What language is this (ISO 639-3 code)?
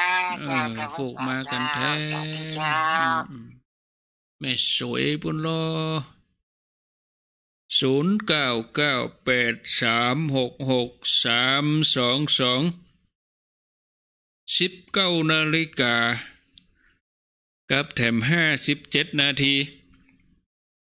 tha